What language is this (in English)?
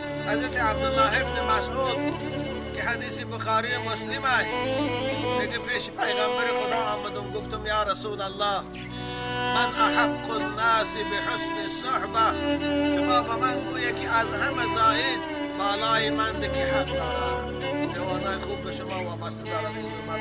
Tajik